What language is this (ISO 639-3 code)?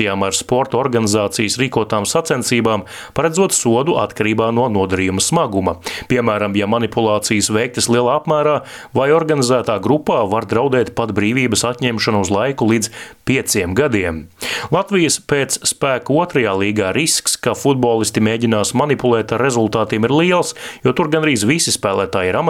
lav